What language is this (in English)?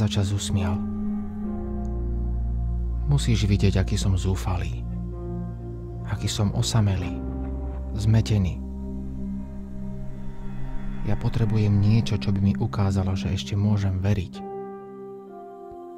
Slovak